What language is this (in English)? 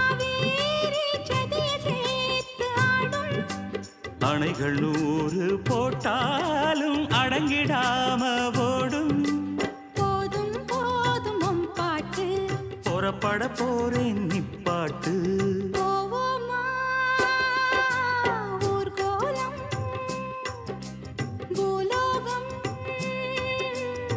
Tamil